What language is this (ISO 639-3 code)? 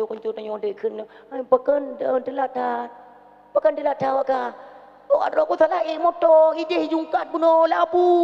ace